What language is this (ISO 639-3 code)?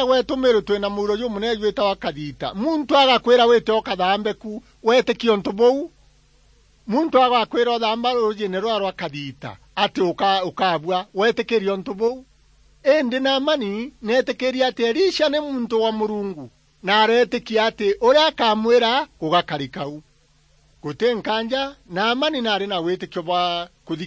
mer